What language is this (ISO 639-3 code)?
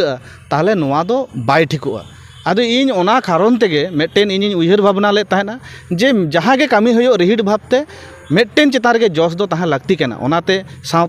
sat